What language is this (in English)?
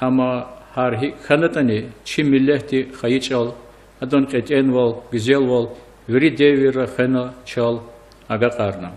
Lezghian